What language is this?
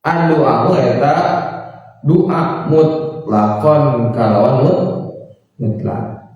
Sundanese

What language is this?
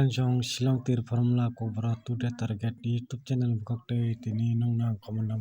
Kok Borok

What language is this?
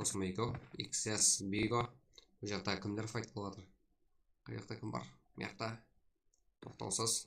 Kara-Kalpak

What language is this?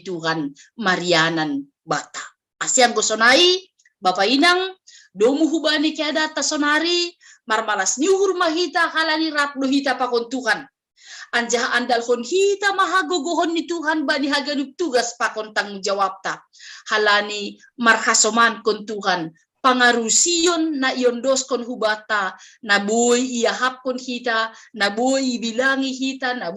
Batak Simalungun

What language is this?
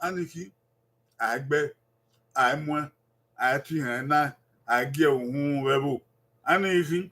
Bini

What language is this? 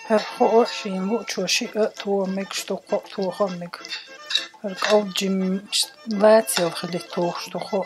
Chechen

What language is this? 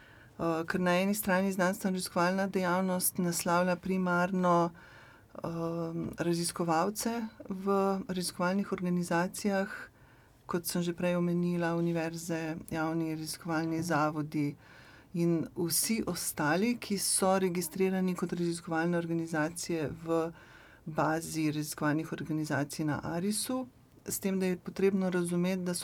Slovenian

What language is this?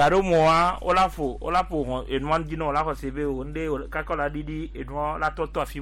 Gen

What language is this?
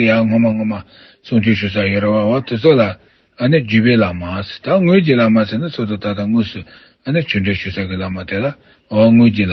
Tibetan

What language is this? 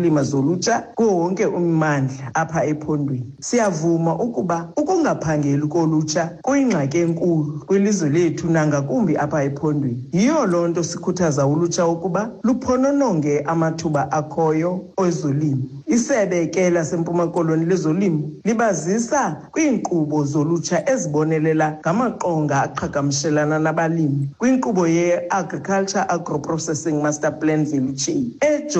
Xhosa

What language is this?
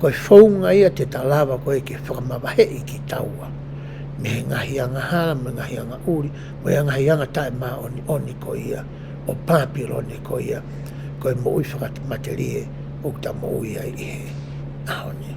Tongan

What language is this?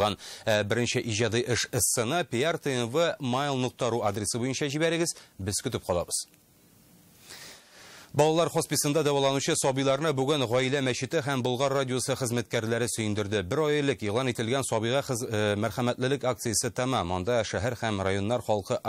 Tatar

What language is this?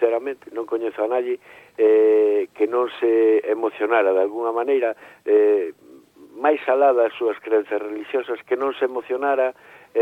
Galician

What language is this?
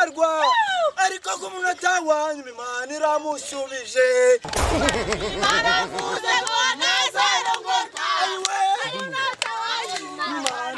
Kinyarwanda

